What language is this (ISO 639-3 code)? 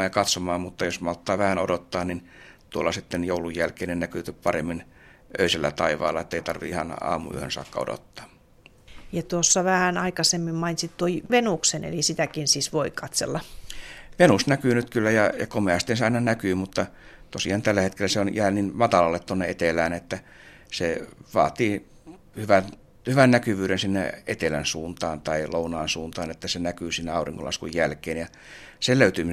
fin